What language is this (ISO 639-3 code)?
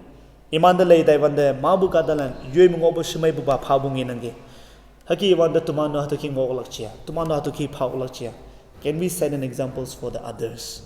nbe